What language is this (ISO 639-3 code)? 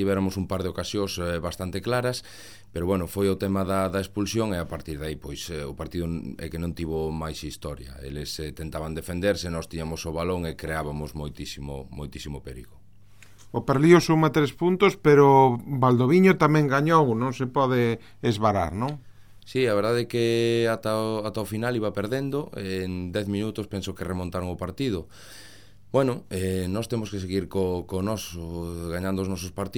glg